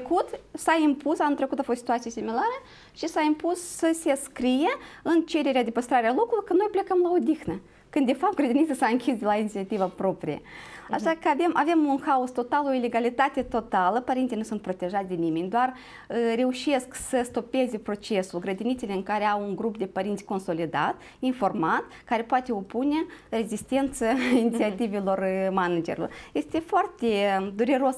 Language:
Romanian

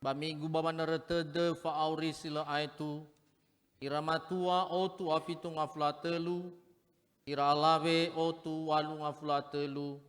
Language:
Nias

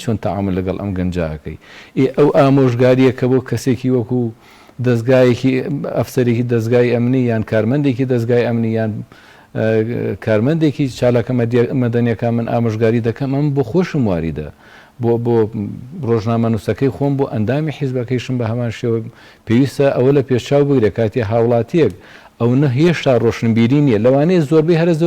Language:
Central Kurdish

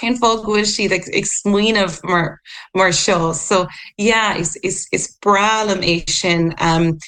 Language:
Irish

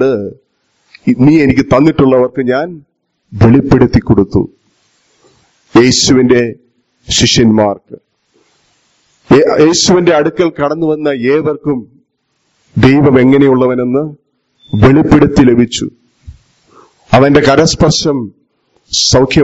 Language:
Malayalam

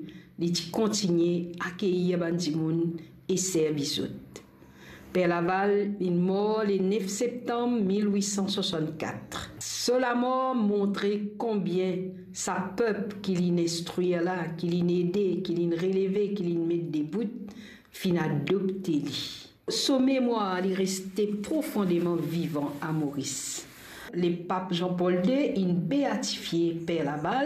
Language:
Morisyen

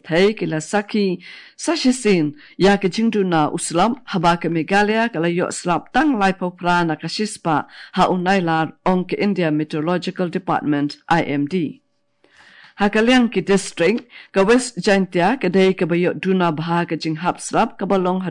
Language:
Khasi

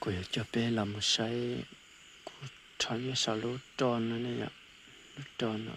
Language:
Hmong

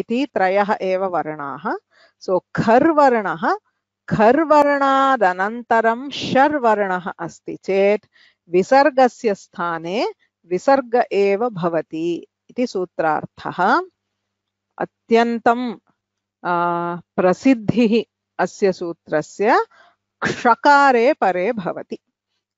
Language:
Sanskrit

